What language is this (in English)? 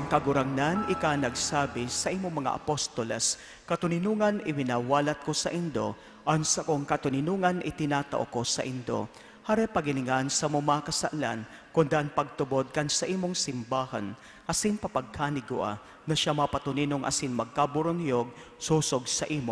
Bikol